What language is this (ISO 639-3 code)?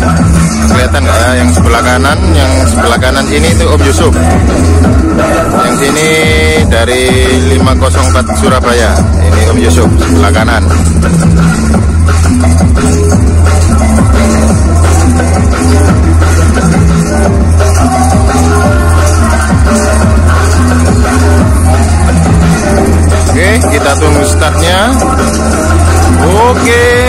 ind